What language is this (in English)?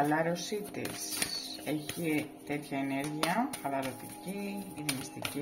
Greek